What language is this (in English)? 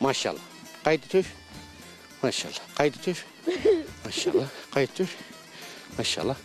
Zaza